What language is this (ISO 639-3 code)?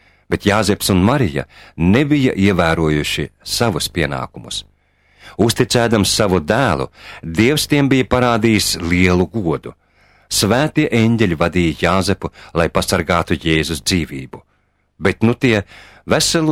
lav